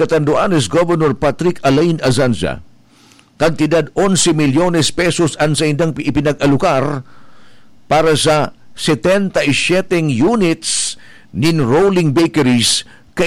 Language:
Bikol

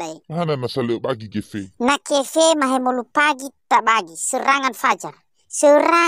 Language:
Nias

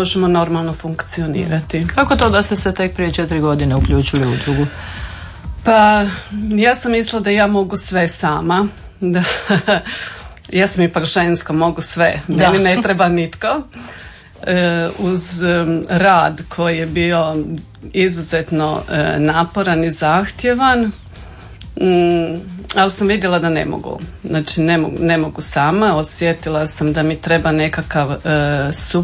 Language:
Croatian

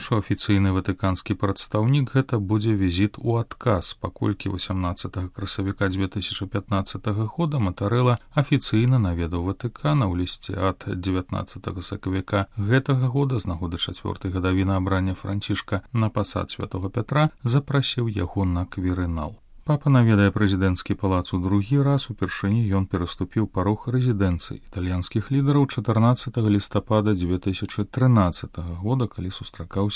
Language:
Belarusian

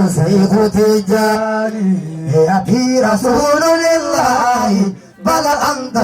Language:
Fula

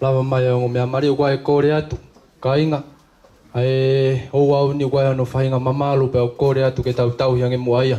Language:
Tongan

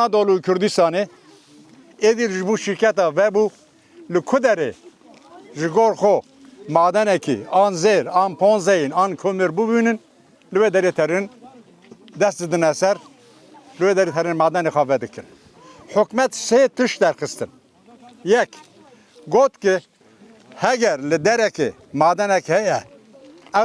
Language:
Kurdish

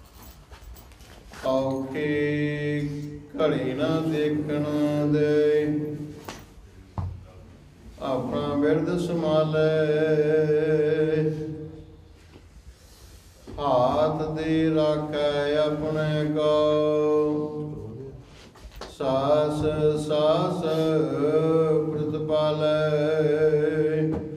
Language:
Punjabi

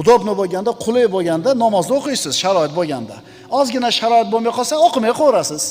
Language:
Uzbek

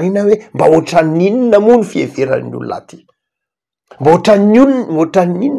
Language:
Malagasy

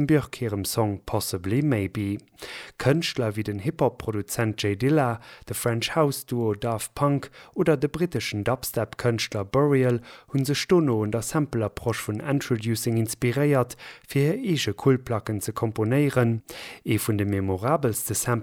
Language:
Luxembourgish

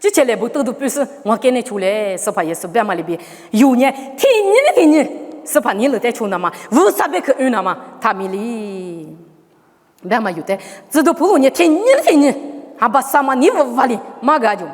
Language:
Lisu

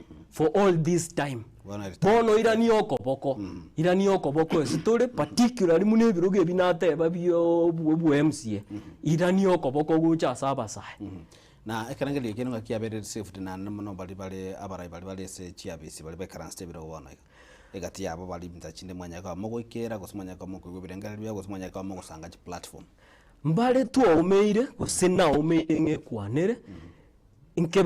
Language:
Gusii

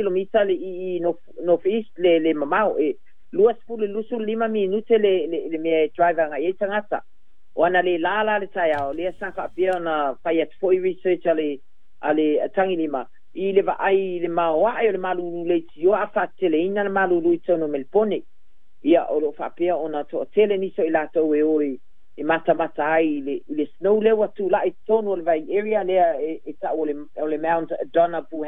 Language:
Samoan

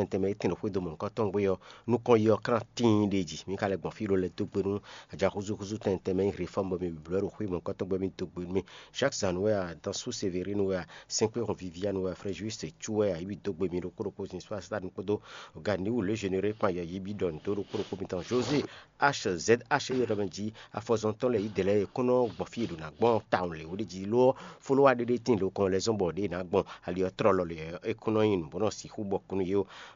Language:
Fon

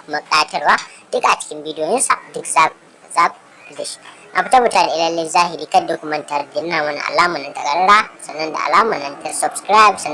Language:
Hausa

